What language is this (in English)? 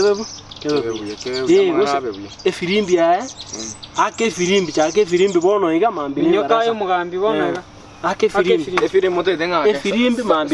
Gusii